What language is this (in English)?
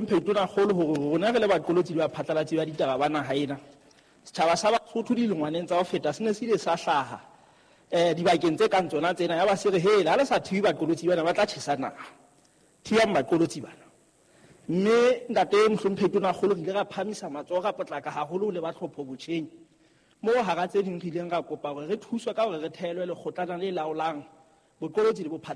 Southern Sotho